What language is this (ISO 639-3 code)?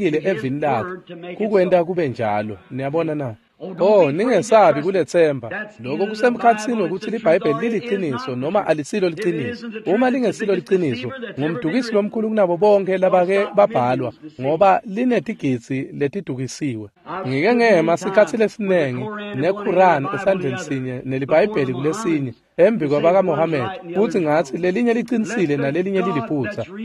ssw